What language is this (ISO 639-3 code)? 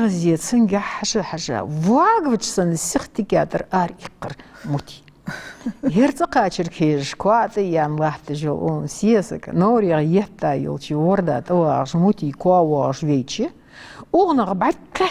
inh